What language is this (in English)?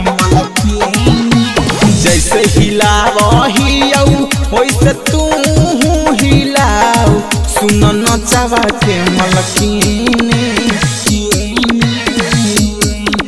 Magahi